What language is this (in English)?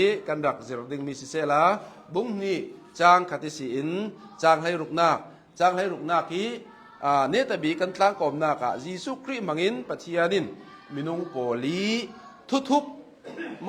Hakha Chin